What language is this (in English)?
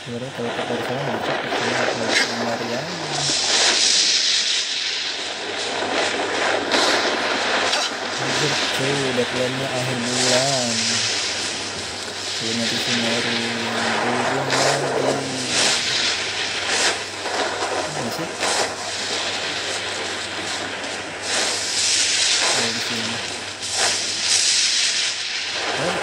Indonesian